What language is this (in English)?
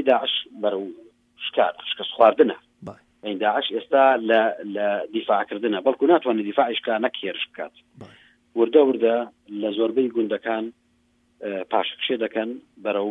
Central Kurdish